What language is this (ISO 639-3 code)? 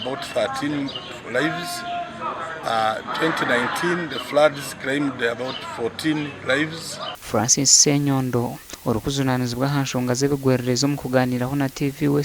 nyn